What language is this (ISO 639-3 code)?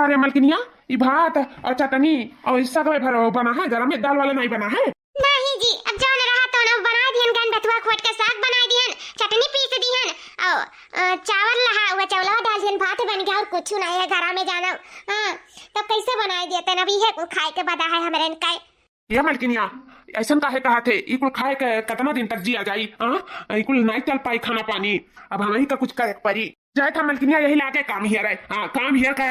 awa